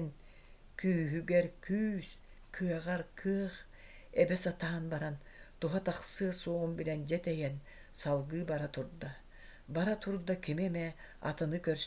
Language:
Yakut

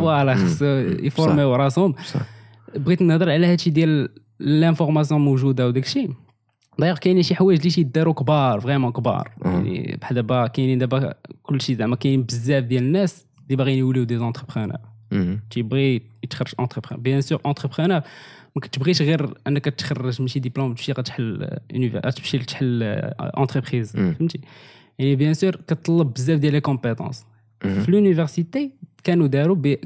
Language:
Moroccan Arabic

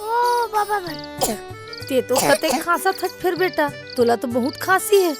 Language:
Chhattisgarhi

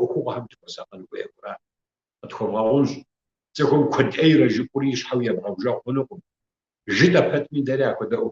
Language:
Kabardian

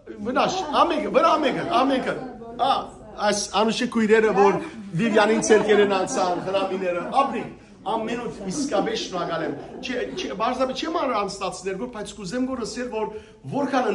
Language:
Western Armenian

